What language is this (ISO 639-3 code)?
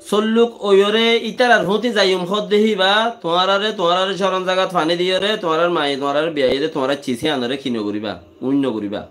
rhg